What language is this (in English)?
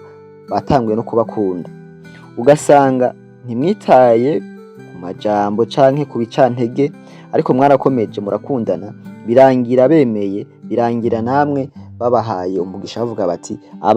Rundi